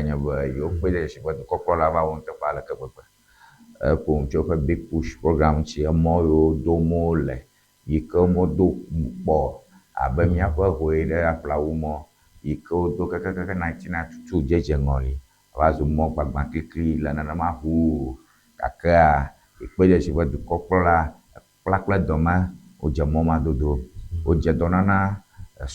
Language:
Ewe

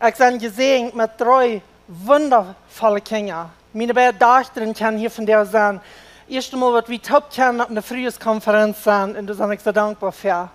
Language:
Plautdietsch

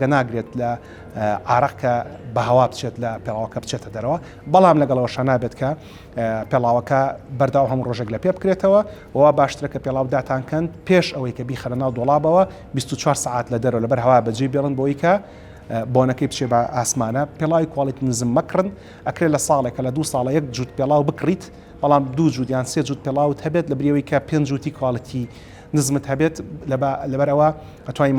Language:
Central Kurdish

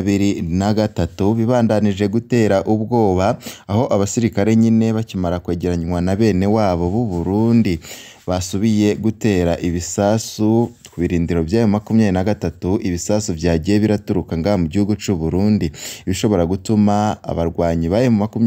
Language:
Rundi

